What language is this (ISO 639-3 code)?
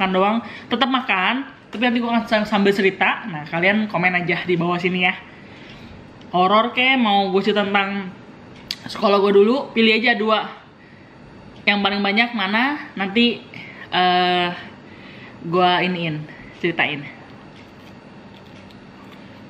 ind